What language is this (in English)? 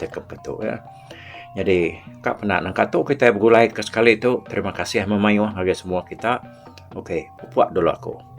Iban